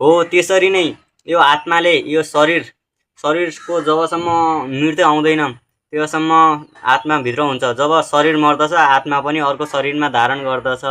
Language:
Nepali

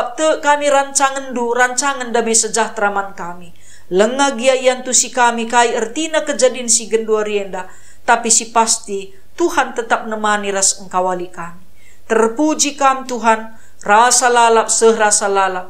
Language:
Batak Karo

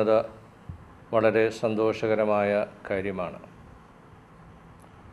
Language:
Malayalam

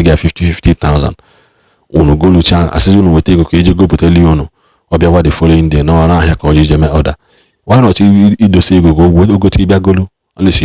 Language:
Igbo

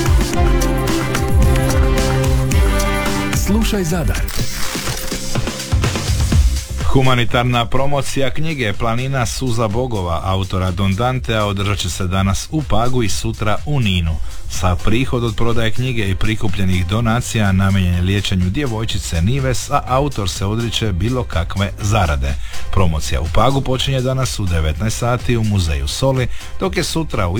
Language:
Croatian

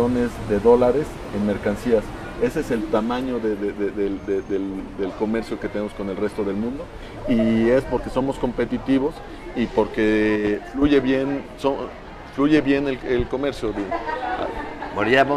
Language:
Spanish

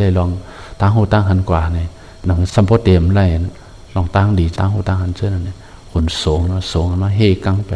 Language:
Shan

